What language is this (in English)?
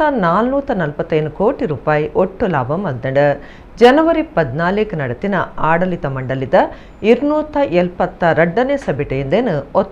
Tulu